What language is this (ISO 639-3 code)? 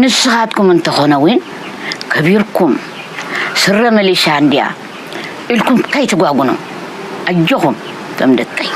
tir